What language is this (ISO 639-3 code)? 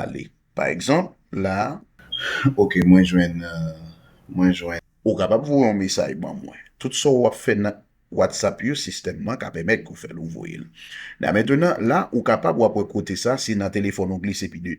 hat